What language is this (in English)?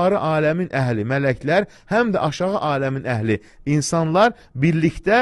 Azerbaijani